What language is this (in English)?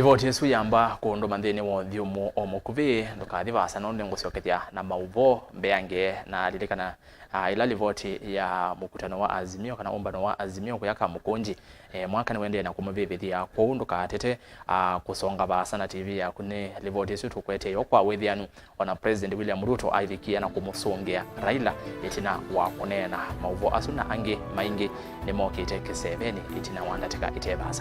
Kamba